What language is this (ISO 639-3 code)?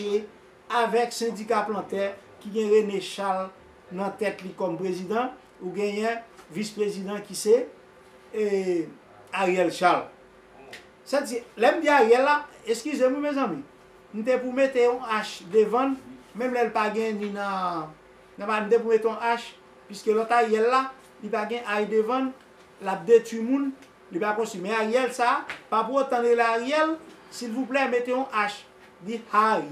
hat